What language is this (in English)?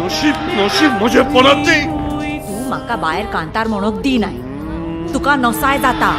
Konkani